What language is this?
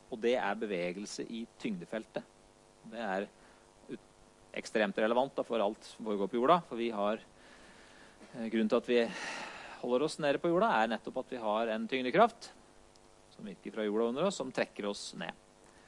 Norwegian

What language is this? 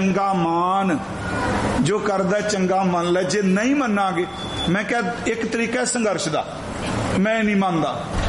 Punjabi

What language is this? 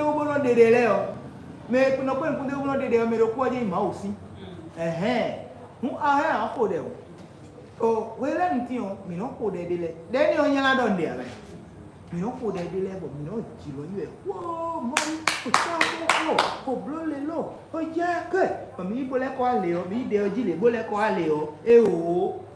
Fon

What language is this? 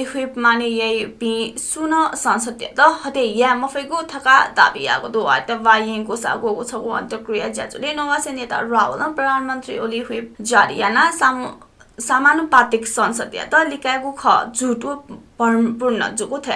Newari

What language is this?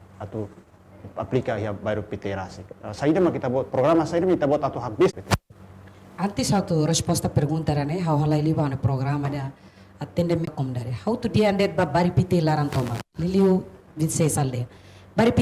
Tetum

